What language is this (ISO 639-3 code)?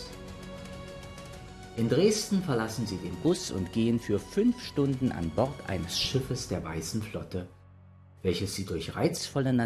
deu